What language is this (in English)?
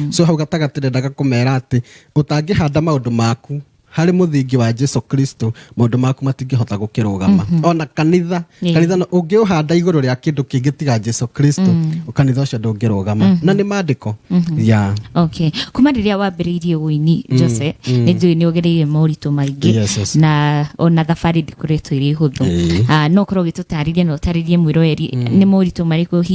Kikuyu